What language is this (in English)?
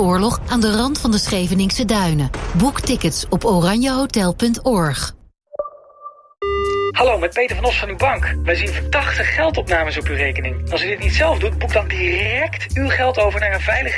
Dutch